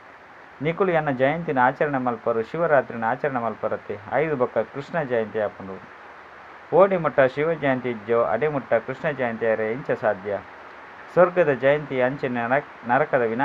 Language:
Tulu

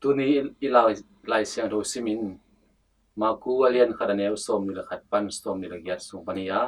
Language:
Tedim Chin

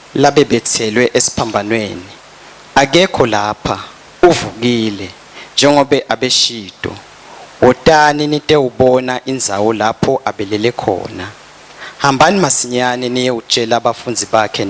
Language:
Swati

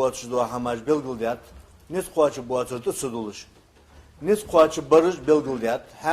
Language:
Ingush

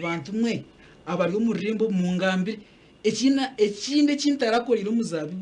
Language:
Nyankole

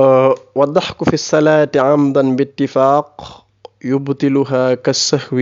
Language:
Wolof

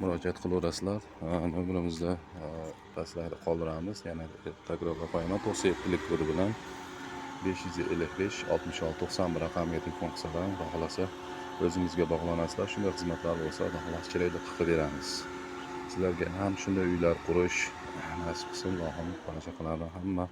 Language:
Uzbek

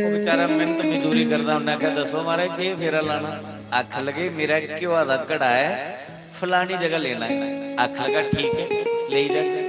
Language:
Dogri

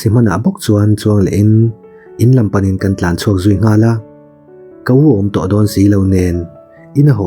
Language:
Mizo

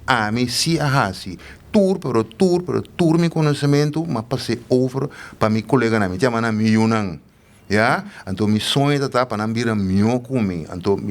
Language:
Papiamento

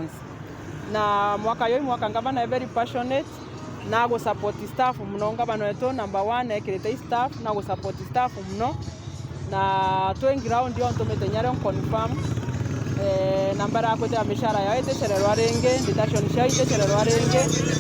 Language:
Meru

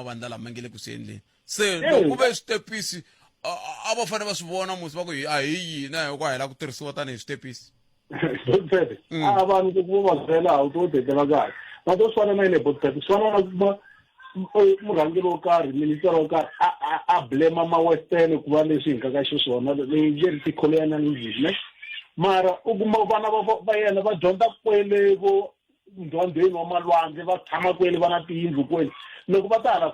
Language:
Tsonga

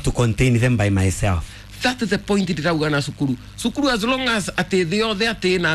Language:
Kikuyu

